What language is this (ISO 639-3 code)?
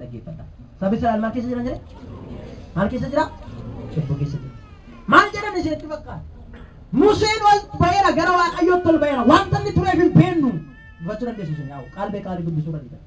orm